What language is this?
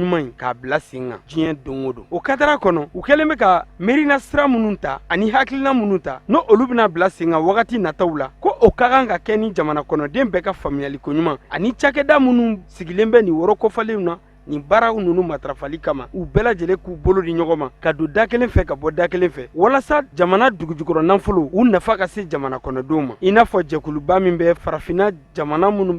Bambara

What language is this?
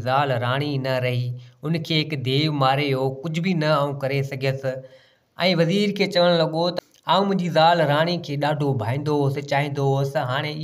Sindhi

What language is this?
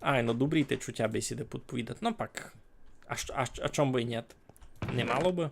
Rusyn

